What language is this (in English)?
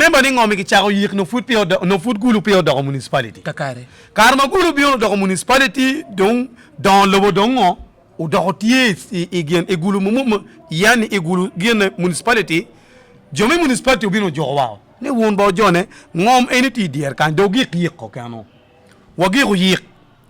Acoli